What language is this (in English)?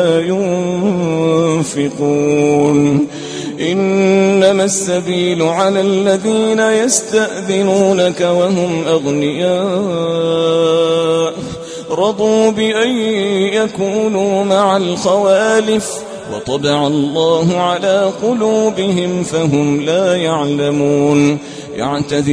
Arabic